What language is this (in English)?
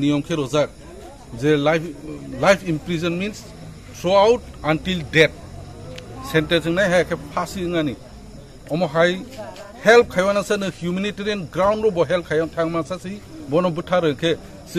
Kok Borok